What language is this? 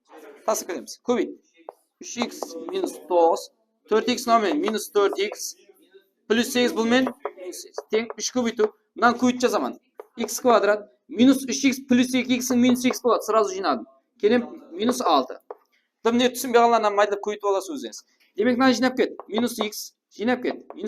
Kara-Kalpak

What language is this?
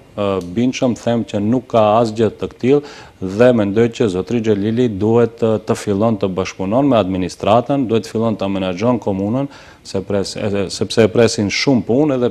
Albanian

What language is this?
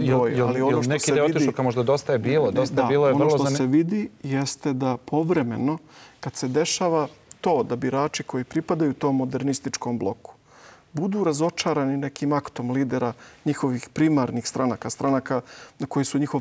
Serbian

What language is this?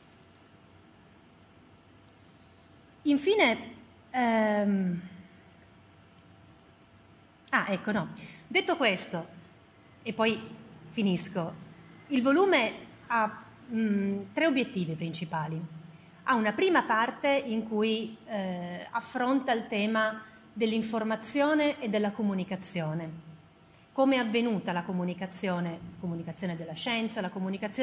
Italian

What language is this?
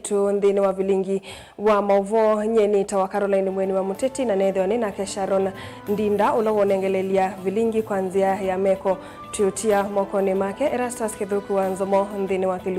Kamba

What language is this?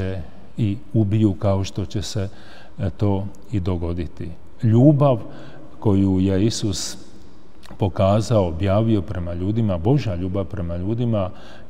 Croatian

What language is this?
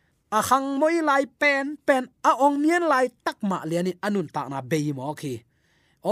Tedim Chin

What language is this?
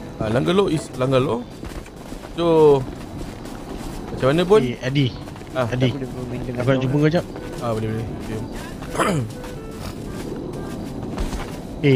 Malay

